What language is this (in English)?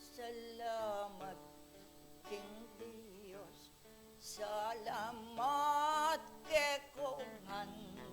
Pampanga